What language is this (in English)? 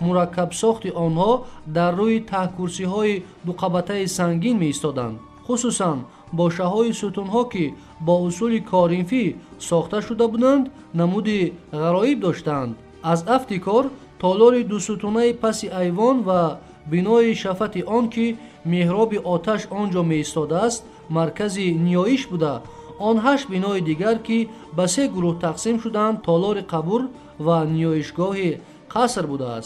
Tajik